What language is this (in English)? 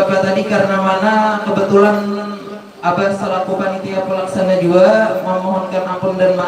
Banjar